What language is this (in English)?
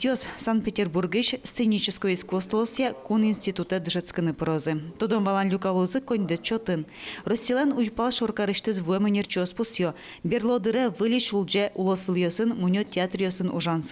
Udmurt